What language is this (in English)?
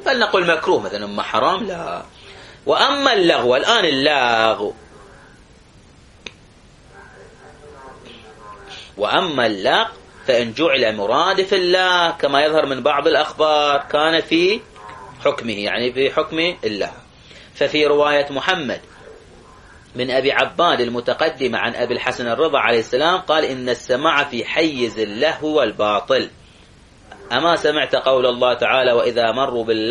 Arabic